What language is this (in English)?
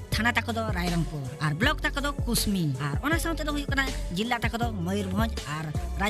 Santali